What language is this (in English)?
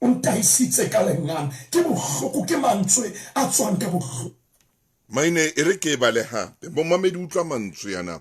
Southern Sotho